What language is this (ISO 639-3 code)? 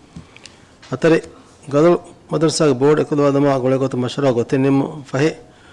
div